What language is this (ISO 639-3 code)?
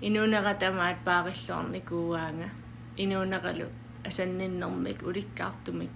kal